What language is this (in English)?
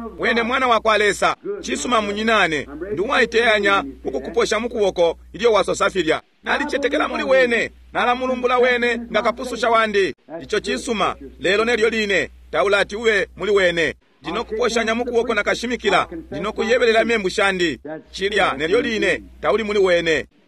Bemba